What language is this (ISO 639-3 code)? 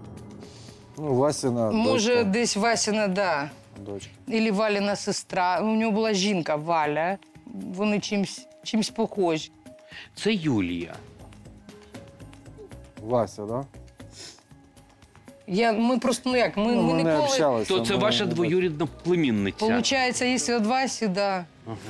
ukr